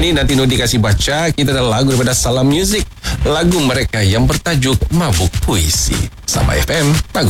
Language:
Malay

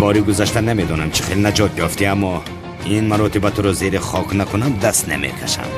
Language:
Tajik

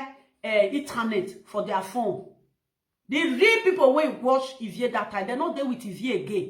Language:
Nigerian Pidgin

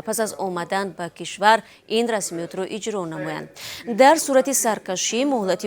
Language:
Tajik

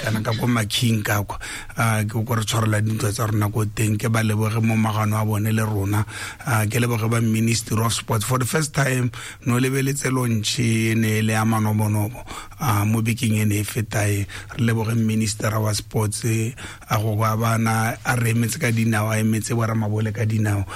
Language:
Tswana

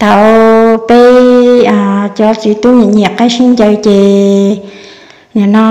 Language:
Hmong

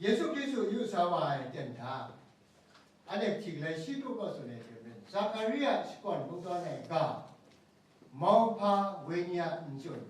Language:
Kachin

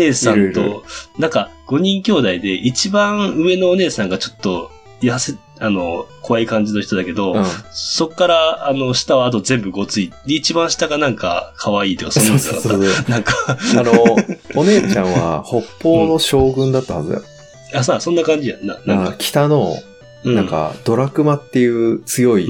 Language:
Japanese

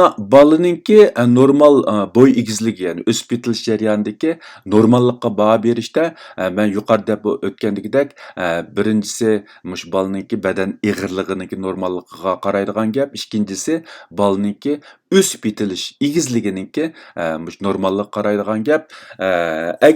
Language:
Uyghur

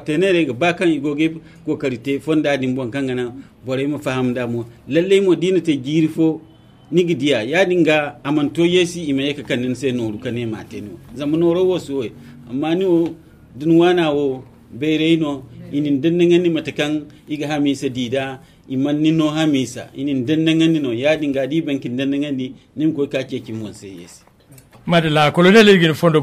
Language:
Zarma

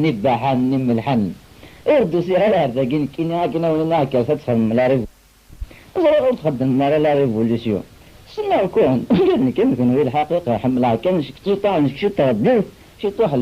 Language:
Kabyle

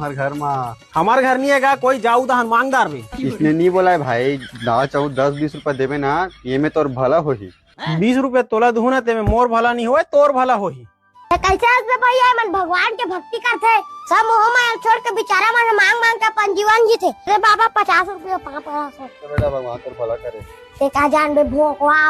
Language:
Chhattisgarhi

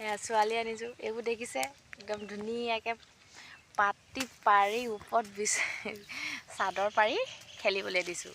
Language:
Assamese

